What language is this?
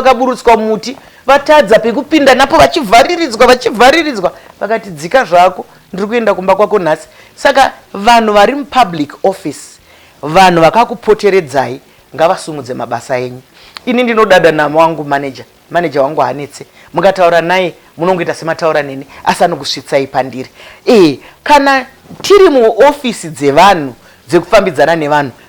Shona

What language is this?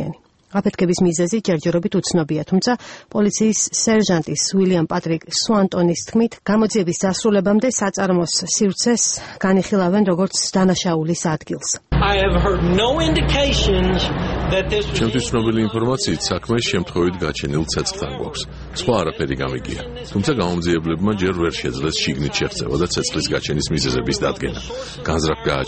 Georgian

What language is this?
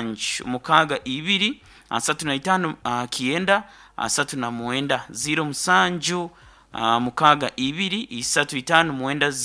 Nyankole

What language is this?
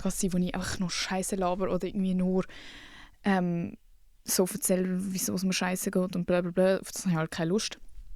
Swiss German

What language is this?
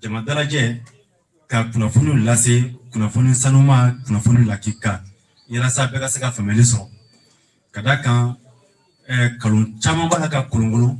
Bambara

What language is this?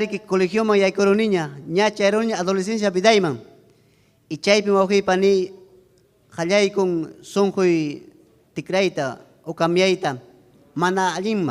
Ayacucho Quechua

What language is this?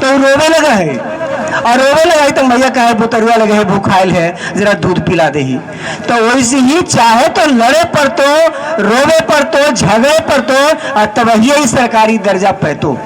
Magahi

